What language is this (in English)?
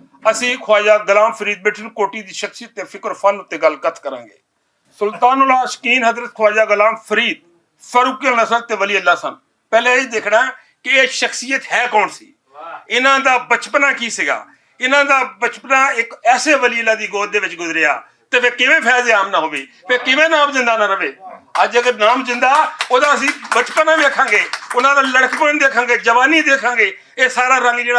Western Panjabi